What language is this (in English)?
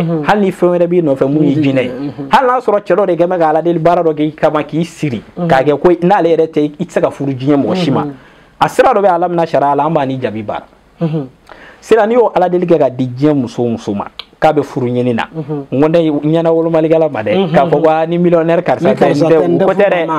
Bambara